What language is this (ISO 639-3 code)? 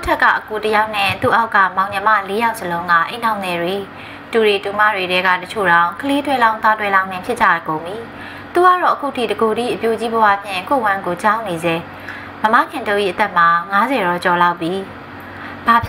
mya